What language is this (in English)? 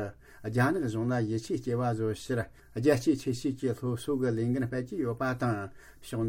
Tibetan